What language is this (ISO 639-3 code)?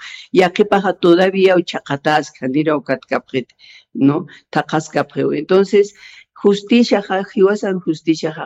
aym